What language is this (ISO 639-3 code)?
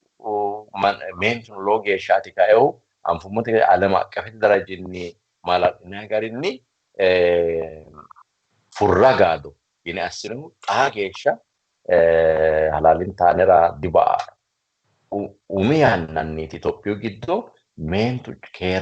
sid